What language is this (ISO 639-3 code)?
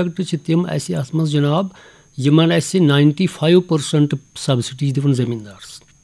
kas